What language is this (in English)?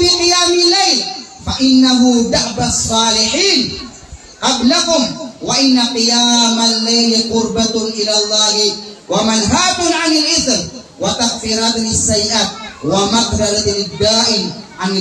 Maranao